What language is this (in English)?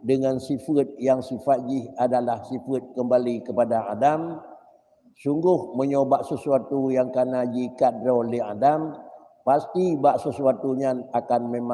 Achinese